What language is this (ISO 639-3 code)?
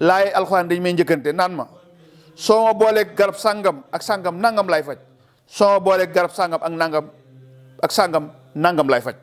wol